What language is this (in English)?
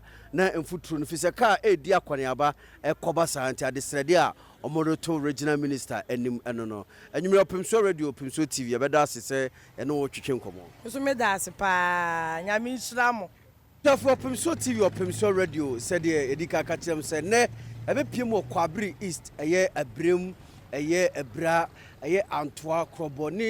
Akan